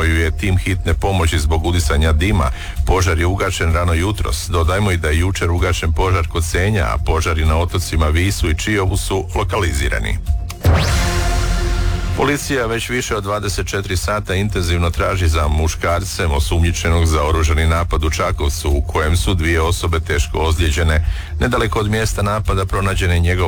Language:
Croatian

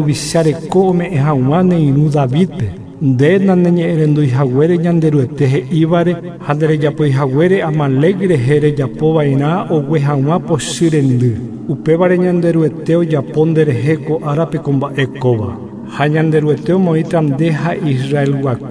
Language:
Guarani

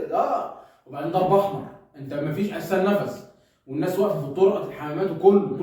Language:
Egyptian Arabic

